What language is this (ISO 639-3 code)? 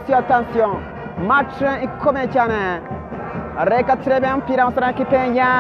kin